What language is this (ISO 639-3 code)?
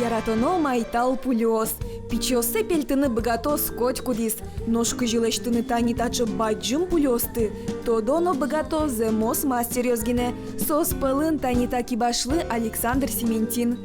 udm